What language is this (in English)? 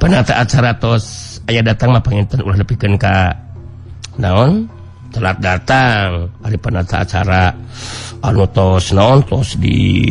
Sundanese